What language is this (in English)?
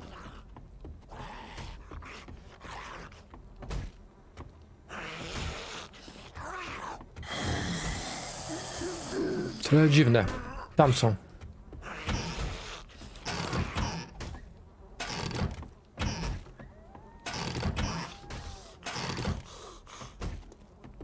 Polish